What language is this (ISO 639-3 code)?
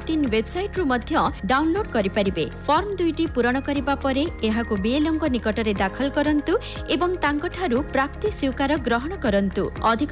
ori